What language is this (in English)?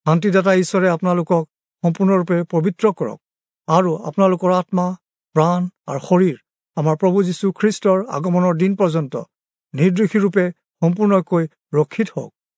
Assamese